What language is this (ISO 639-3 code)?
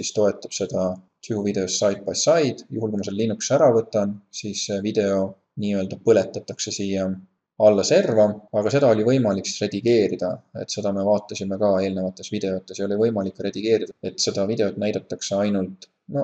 est